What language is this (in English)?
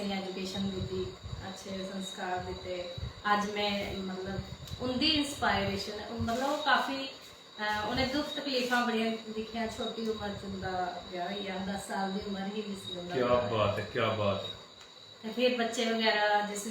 Dogri